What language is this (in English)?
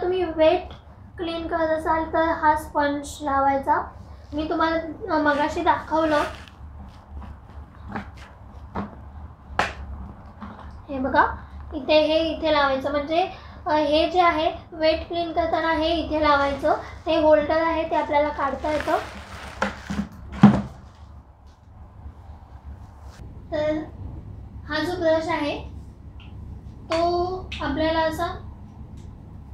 Marathi